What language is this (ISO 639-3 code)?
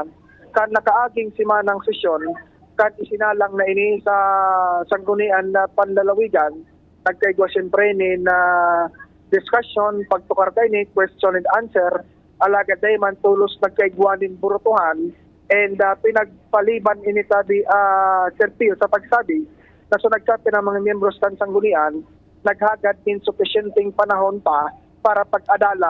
bik